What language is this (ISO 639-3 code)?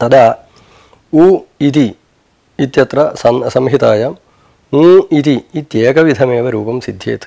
san